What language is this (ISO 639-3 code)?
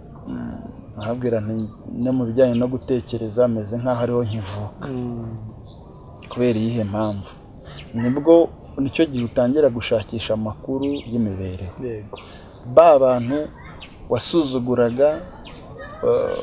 kin